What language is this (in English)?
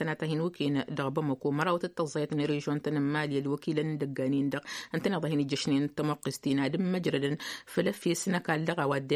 Tamasheq